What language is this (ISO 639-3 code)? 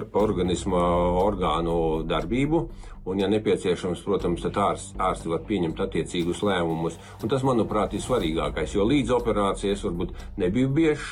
lav